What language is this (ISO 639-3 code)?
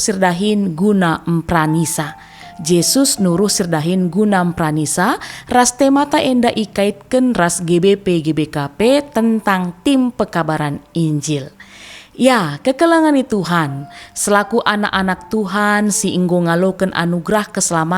btx